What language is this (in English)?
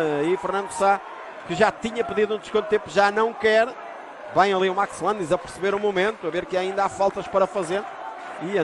Portuguese